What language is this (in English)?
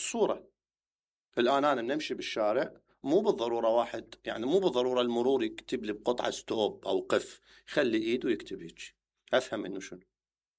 Mesopotamian Arabic